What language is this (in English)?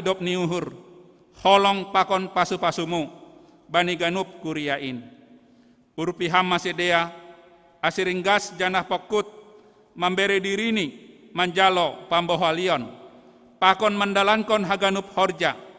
Batak Simalungun